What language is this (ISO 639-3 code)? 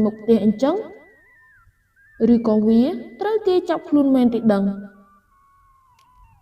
khm